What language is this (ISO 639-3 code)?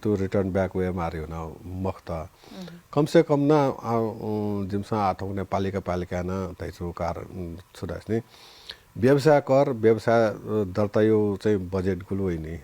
new